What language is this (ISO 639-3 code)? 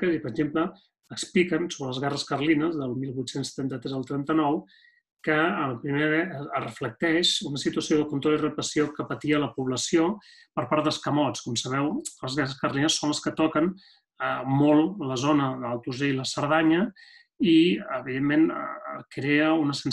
cat